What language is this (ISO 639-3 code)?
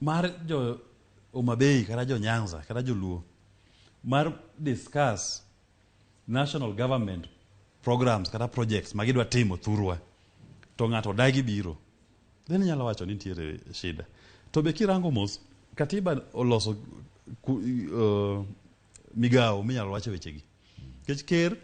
luo